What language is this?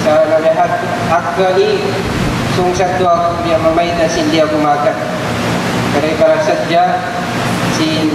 Tausug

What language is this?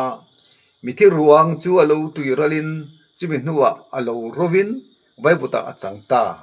Mizo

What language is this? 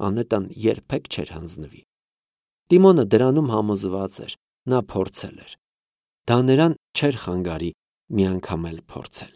Armenian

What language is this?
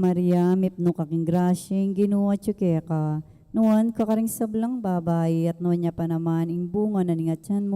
Pampanga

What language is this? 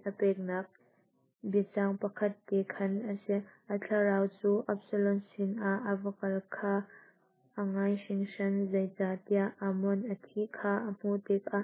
Hakha Chin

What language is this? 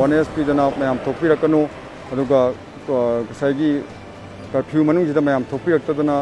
Manipuri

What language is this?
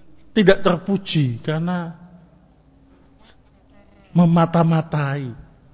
Indonesian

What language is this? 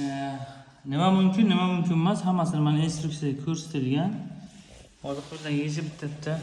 Uzbek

